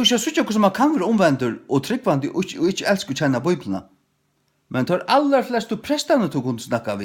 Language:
Faroese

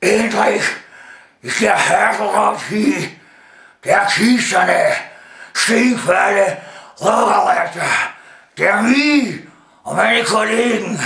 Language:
Bavarian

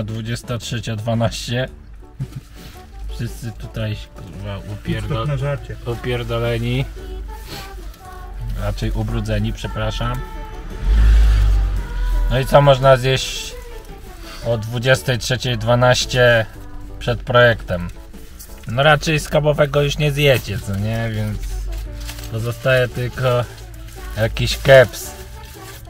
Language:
Polish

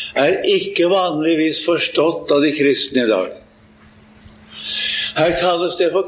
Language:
Norwegian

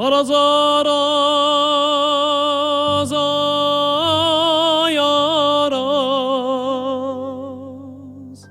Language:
South Azerbaijani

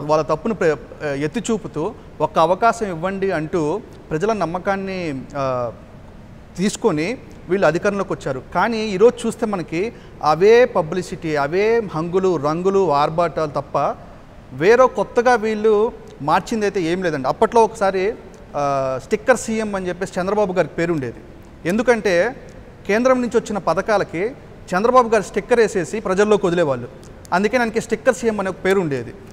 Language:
Telugu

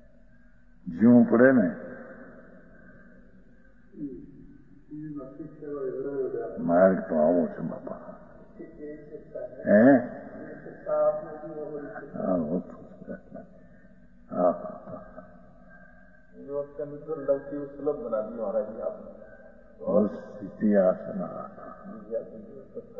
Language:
Gujarati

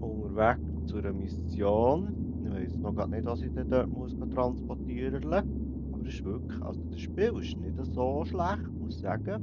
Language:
Swiss German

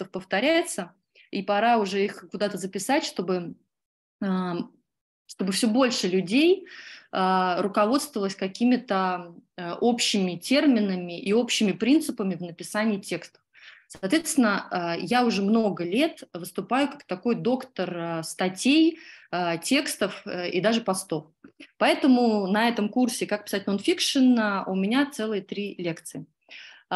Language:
Russian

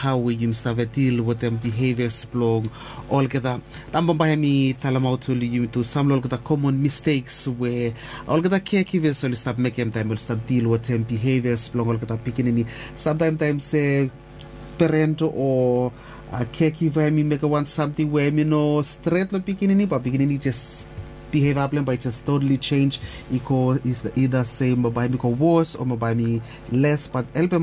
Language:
Bislama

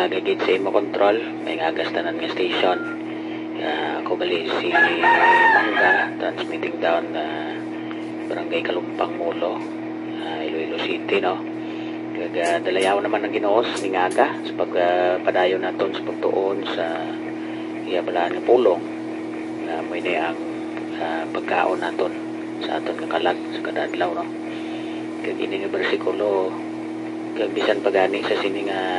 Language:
Hiligaynon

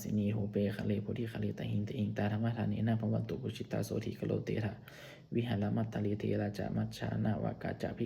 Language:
Pali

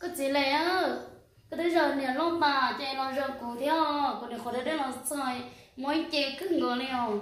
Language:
Hmong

